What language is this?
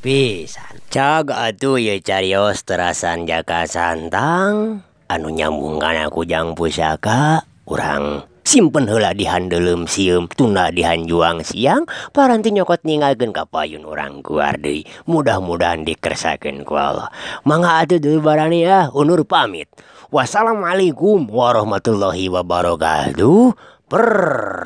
Sundanese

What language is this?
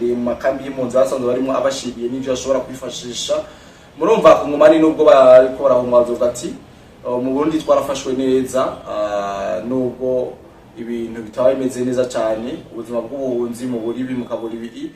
Rundi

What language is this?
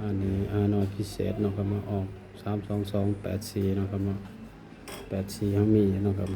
Northeastern Thai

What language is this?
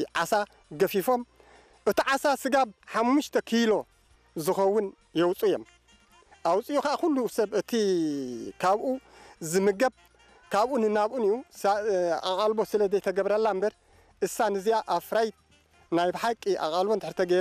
Tigrinya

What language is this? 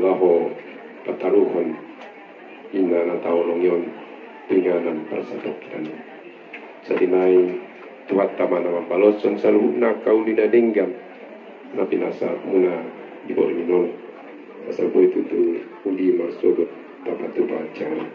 Batak Toba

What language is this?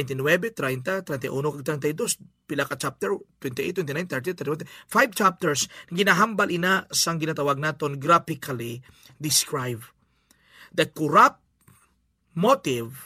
Hiligaynon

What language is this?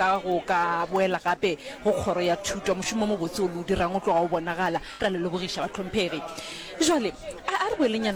Northern Sotho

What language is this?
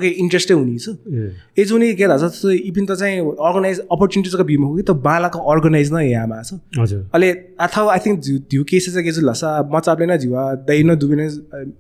Newari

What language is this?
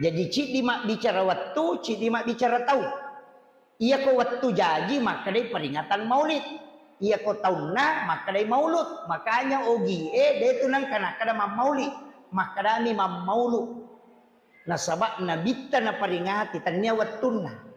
Buginese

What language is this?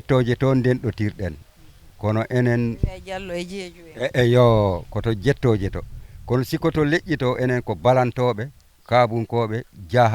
Fula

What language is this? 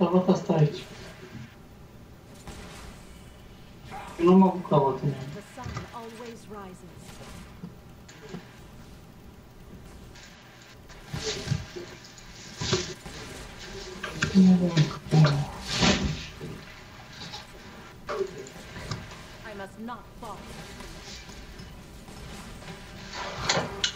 Romanian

